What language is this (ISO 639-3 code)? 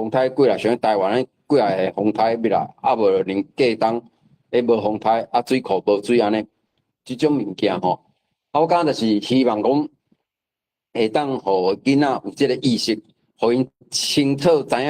nan